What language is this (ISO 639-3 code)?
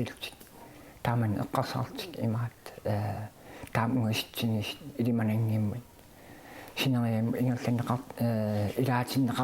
kal